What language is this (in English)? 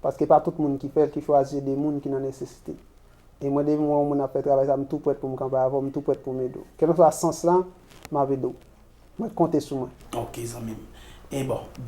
Haitian Creole